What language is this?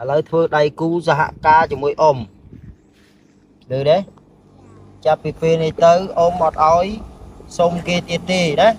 Khmer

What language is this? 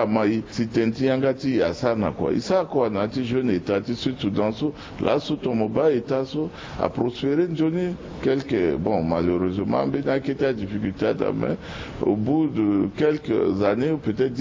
Sango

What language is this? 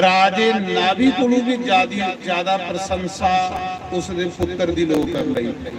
Dogri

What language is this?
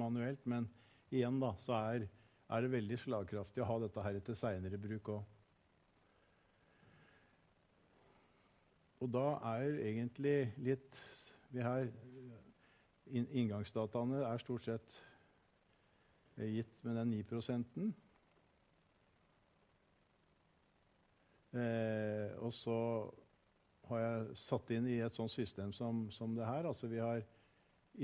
Norwegian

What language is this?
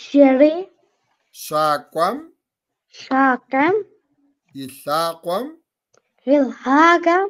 Kabardian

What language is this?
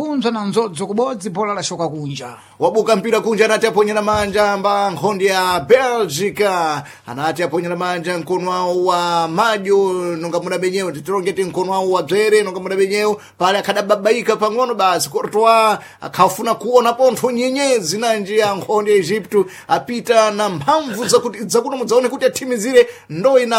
Sena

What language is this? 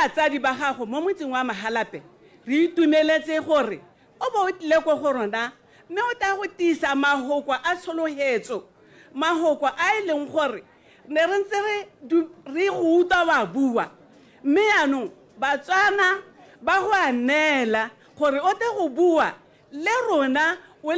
Tswana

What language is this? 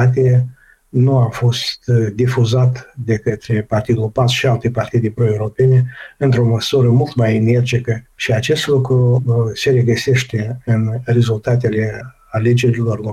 Romanian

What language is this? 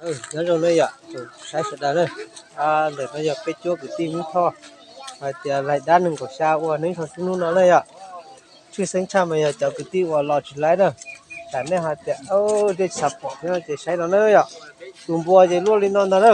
Hmong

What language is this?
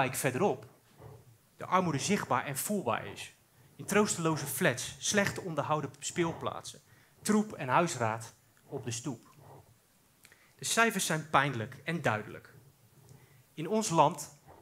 Dutch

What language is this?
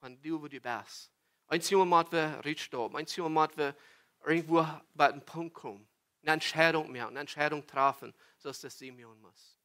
Plautdietsch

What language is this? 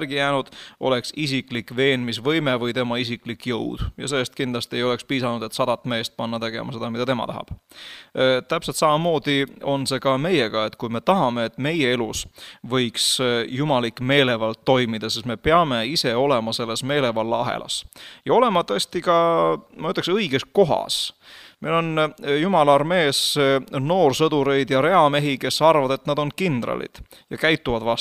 Estonian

